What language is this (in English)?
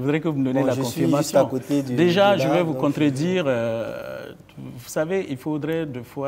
French